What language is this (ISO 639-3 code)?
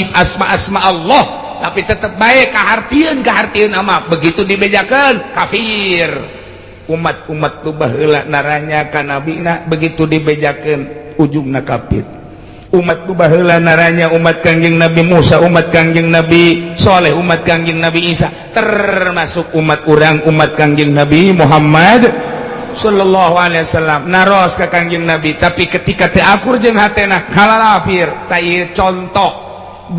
sun